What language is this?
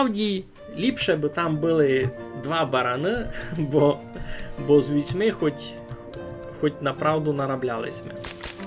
Rusyn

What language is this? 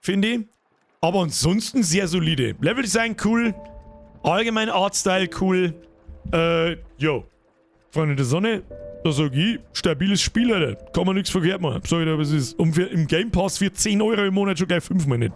Bavarian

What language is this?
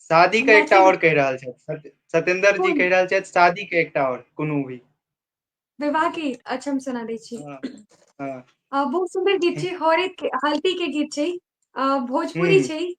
Maithili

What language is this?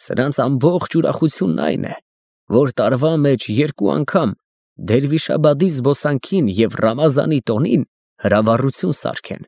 Armenian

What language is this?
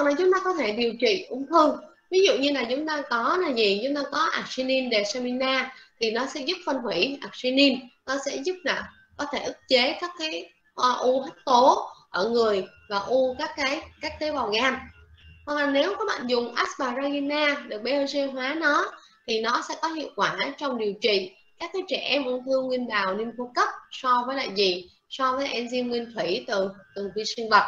Vietnamese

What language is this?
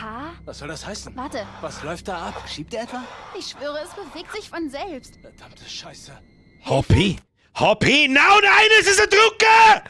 Bavarian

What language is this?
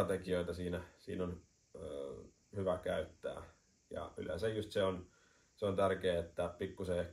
Finnish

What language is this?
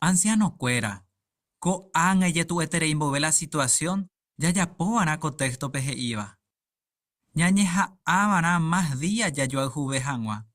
Guarani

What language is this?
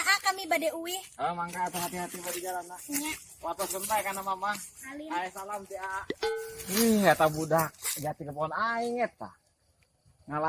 Sundanese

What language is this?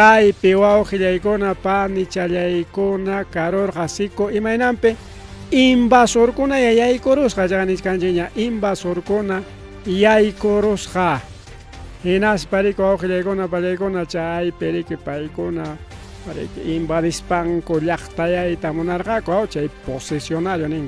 Ayacucho Quechua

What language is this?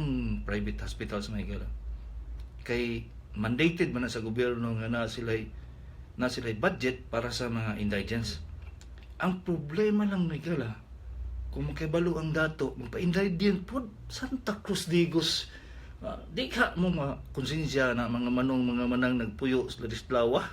Cebuano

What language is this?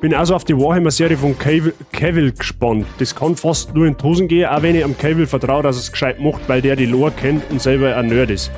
Bavarian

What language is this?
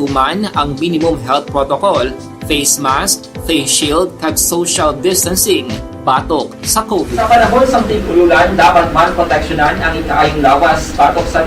Hiligaynon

